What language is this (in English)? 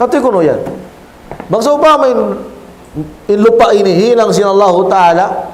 Tausug